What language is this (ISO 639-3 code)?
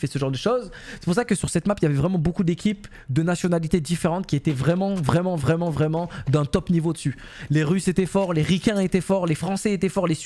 fra